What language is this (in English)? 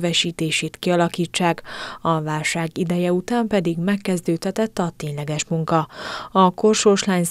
Hungarian